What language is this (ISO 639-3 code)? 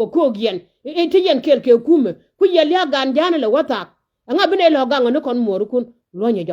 nus